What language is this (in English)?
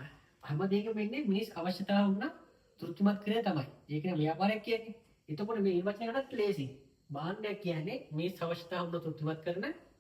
Sinhala